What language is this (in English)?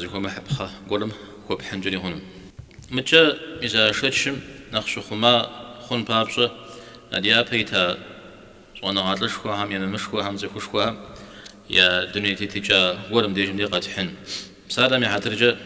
Kabardian